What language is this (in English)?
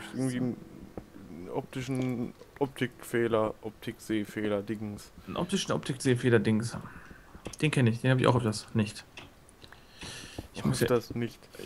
German